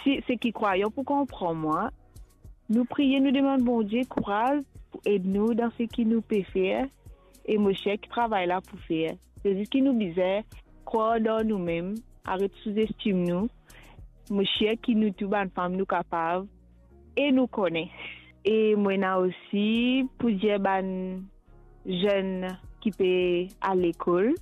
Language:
Morisyen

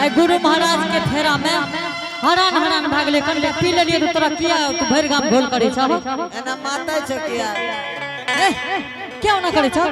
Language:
Angika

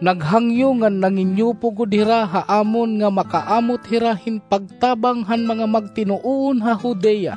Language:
Waray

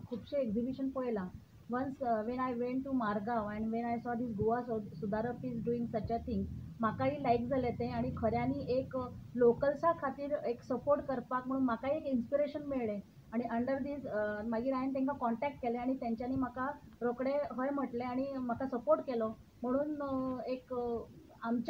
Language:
Konkani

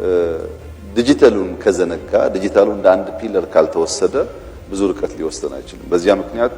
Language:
Amharic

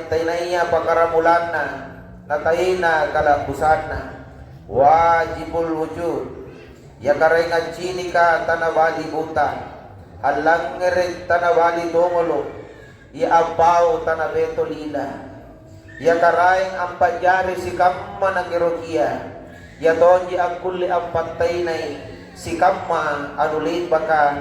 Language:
Makasar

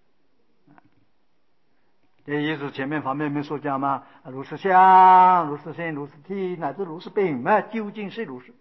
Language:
Chinese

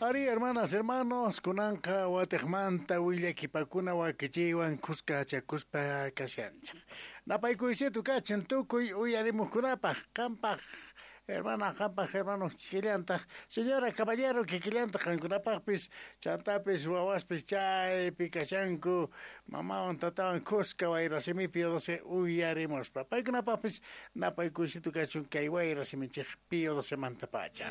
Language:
Quechua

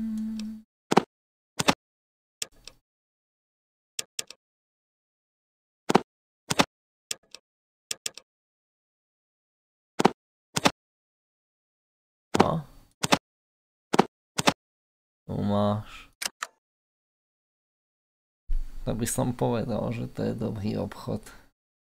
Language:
Slovak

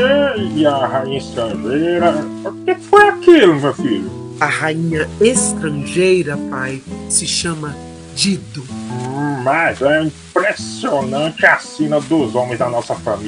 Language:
Portuguese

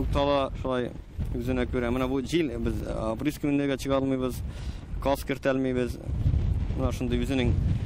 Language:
Tatar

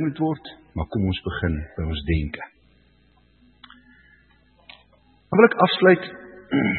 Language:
Afrikaans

